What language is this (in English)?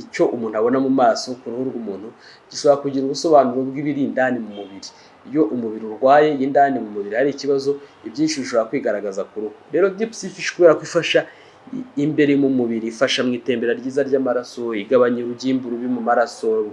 Kinyarwanda